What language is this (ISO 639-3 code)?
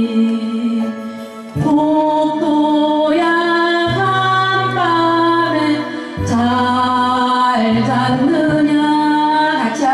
kor